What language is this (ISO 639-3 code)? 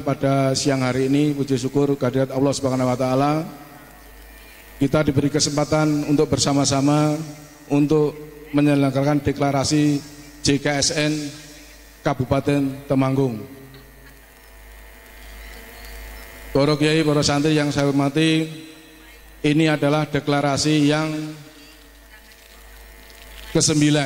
ind